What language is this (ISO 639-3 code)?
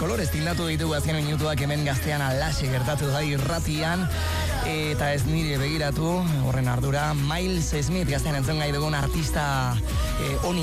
eus